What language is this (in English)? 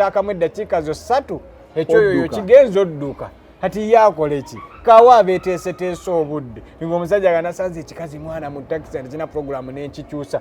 Ganda